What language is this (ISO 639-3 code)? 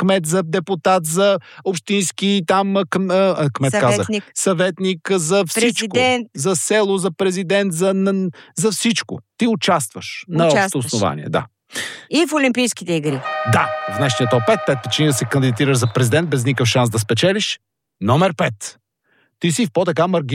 bul